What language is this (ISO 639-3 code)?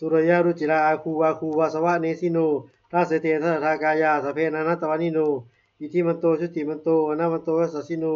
pli